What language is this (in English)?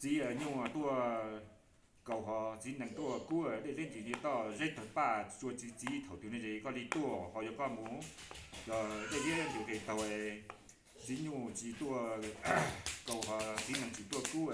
Hmong